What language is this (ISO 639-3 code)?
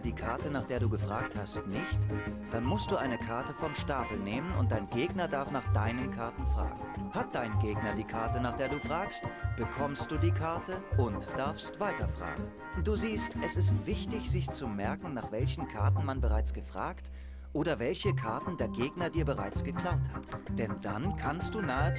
deu